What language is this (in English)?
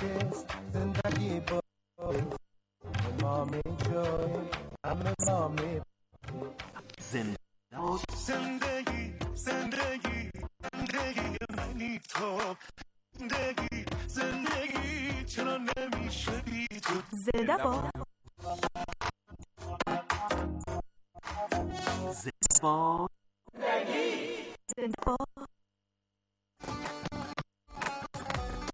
Persian